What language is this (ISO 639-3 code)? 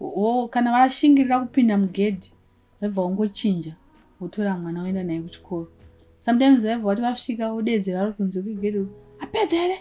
sna